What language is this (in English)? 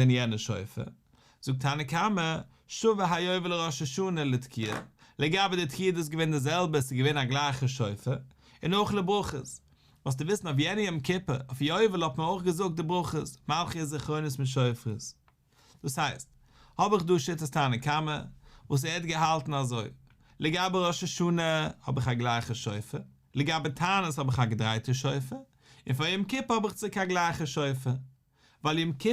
Yiddish